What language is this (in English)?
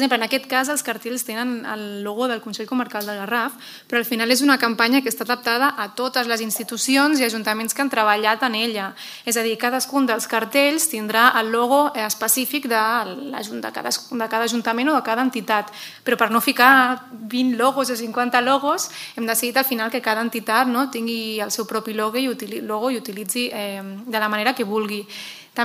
Catalan